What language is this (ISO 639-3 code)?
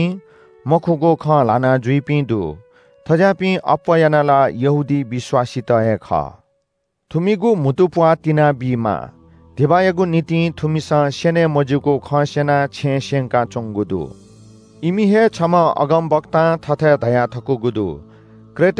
new